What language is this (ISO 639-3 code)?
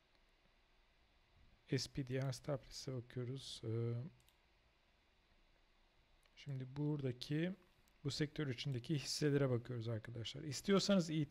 tur